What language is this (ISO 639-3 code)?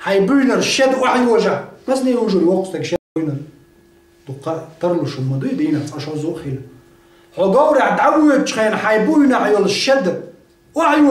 che